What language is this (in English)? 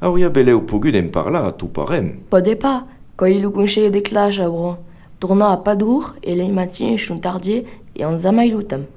Occitan